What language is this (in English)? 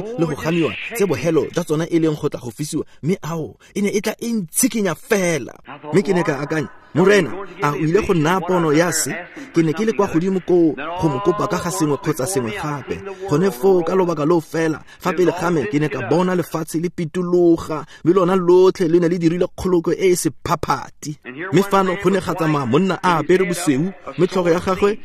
Tswana